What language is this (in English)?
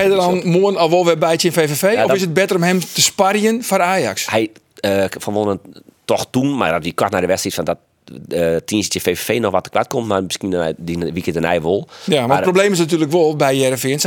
Western Frisian